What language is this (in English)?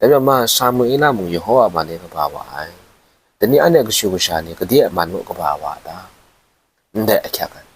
Kachin